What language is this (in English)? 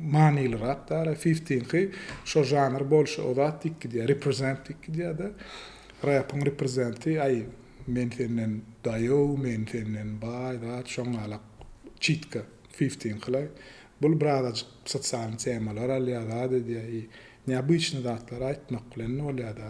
Turkmen